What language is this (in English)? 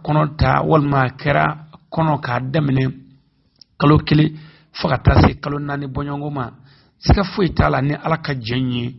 Bambara